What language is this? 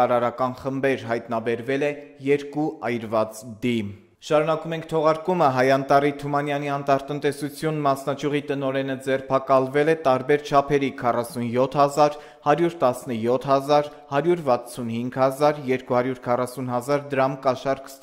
Armenian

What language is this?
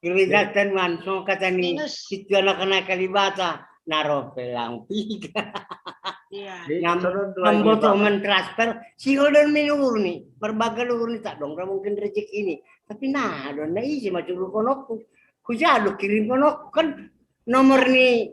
Batak Simalungun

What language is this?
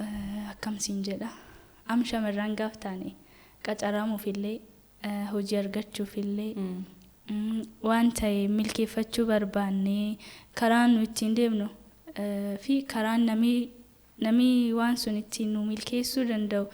Oromo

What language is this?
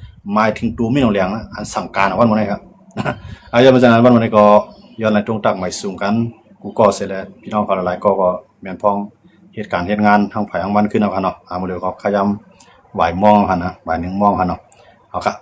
Shan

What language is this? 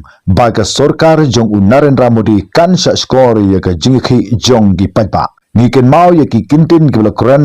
Khasi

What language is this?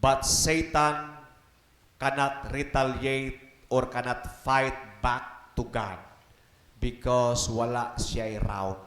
Cebuano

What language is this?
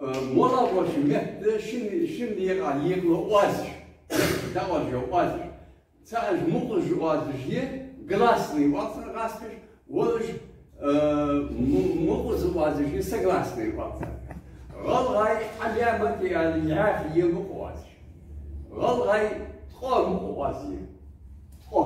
Ingush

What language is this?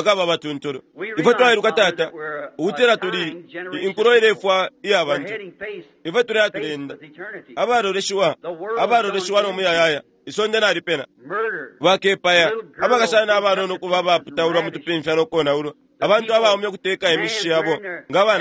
Bemba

